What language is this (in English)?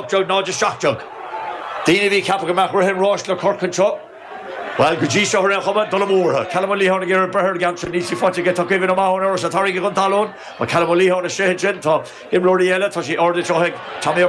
Irish